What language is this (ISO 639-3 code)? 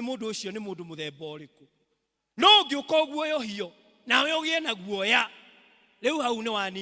kik